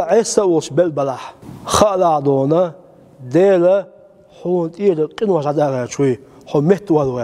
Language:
Chechen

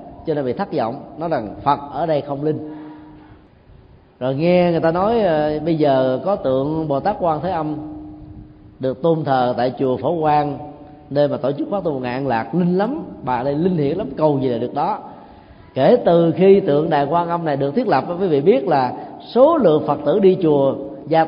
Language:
Vietnamese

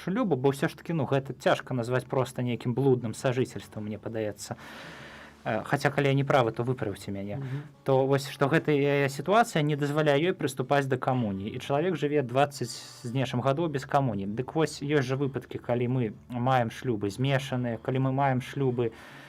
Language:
Belarusian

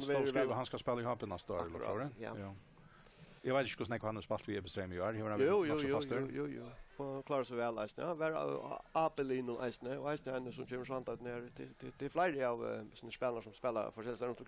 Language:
Faroese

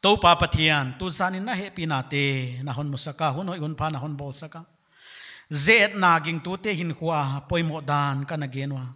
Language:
Paite Chin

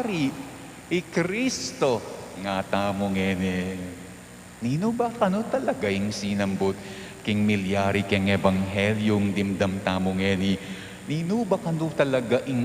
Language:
Pampanga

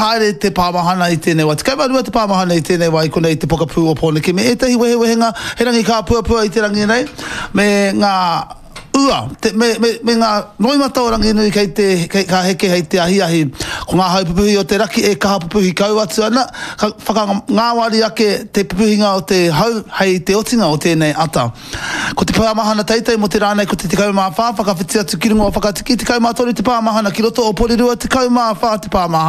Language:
Māori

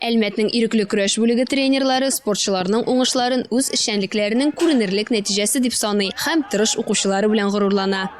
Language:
Tatar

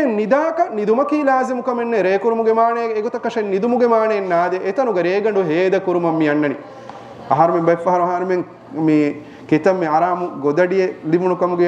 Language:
Divehi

